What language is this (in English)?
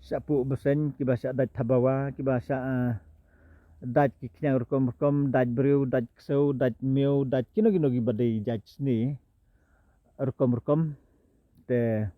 Khasi